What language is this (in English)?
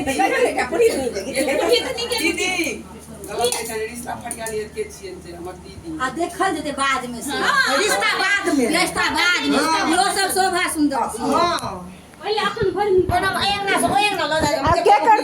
Maithili